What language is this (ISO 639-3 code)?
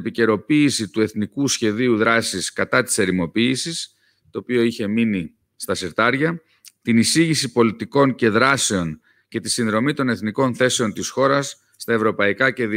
ell